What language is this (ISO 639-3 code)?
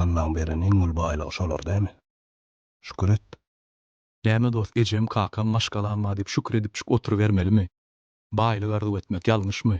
tuk